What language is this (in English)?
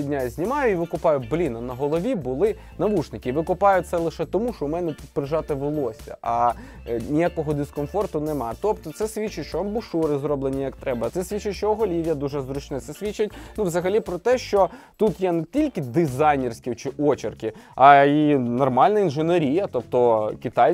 Ukrainian